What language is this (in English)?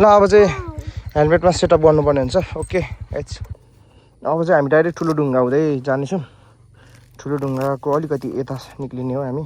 Nepali